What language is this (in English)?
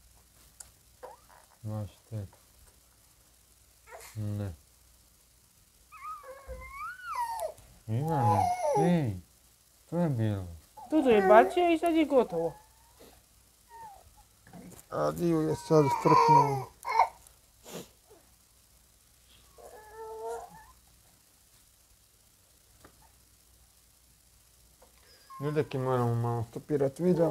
Croatian